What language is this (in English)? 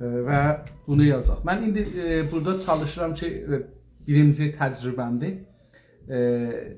South Azerbaijani